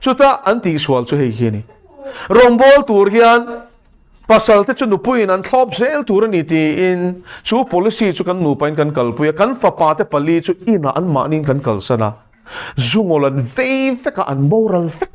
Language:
Mizo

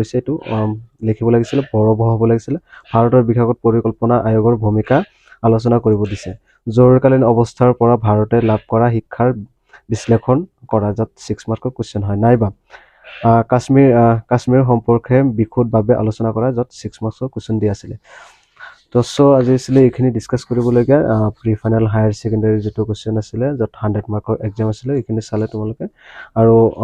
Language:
Assamese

